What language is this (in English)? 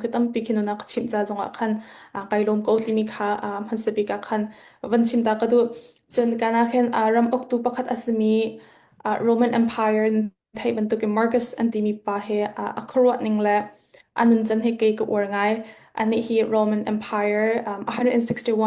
Hakha Chin